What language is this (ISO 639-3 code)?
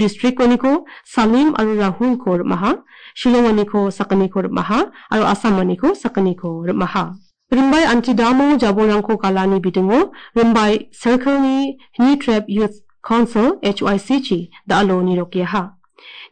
grt